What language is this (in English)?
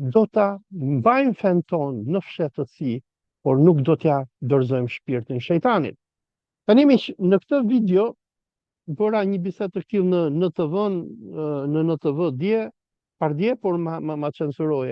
Albanian